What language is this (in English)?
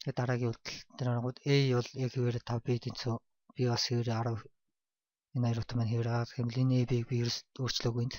Mongolian